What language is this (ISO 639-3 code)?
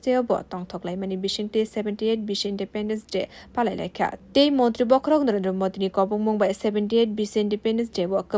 trp